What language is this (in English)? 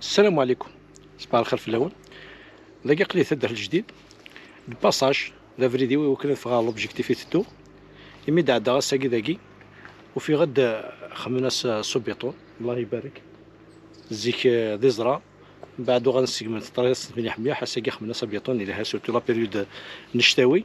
Kabyle